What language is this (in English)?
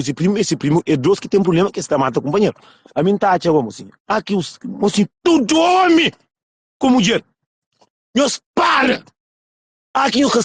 Kabuverdianu